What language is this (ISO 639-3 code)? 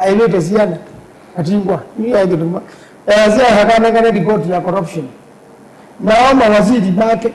kam